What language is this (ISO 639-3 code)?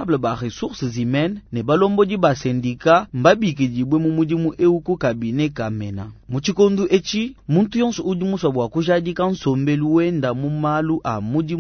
lua